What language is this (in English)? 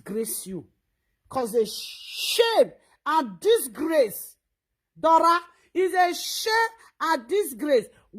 Nigerian Pidgin